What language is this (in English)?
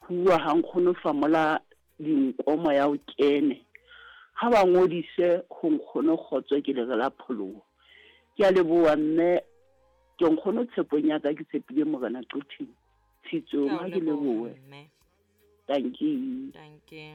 Southern Sotho